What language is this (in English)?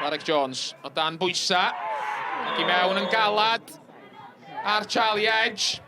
Welsh